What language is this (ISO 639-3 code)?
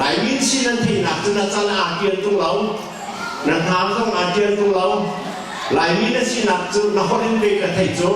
cnh